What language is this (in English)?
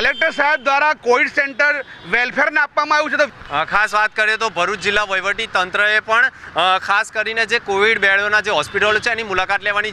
Gujarati